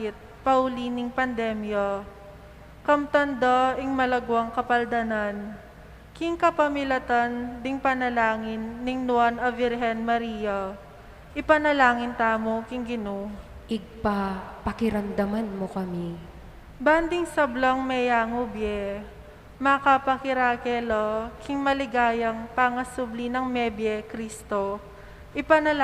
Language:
Pampanga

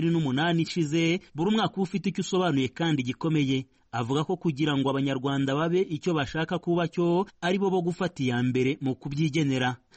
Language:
Kinyarwanda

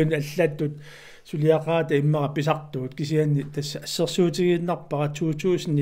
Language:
Kalaallisut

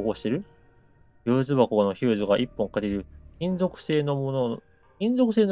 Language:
Japanese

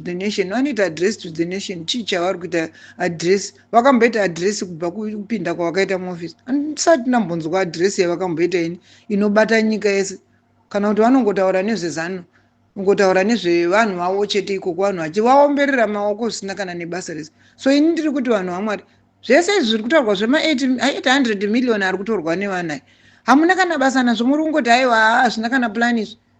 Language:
Shona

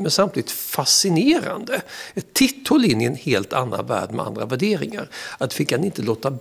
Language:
Swedish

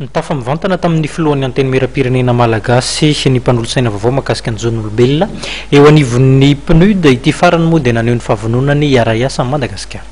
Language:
Malagasy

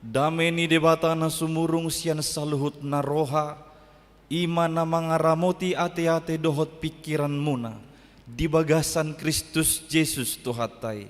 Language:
Batak Toba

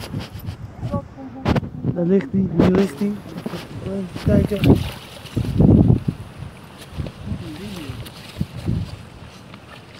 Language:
Dutch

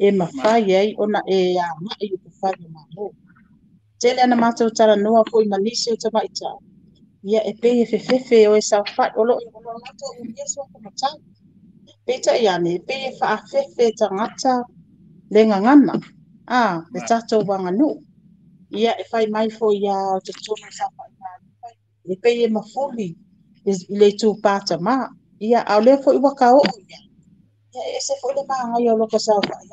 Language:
Samoan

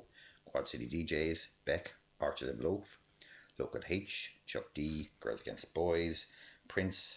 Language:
Irish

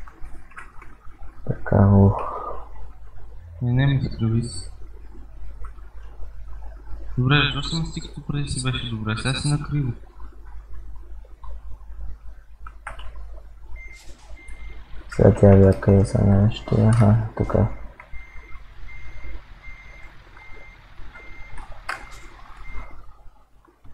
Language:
Bulgarian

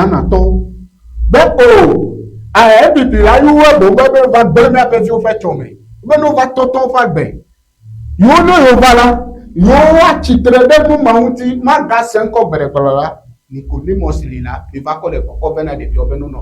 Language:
Ewe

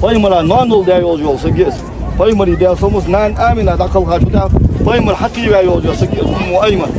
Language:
Ingush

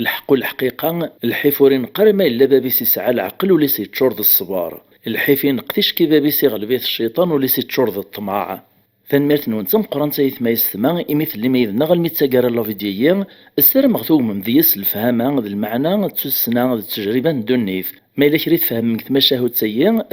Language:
Kabyle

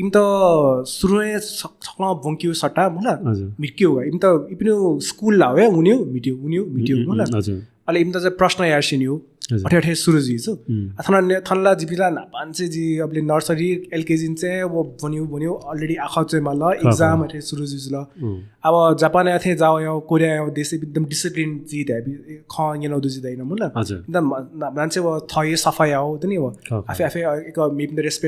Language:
Newari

